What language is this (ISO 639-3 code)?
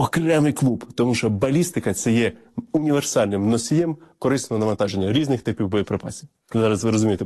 ukr